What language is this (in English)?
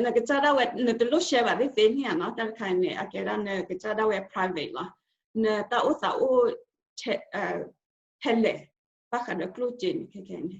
S'gaw Karen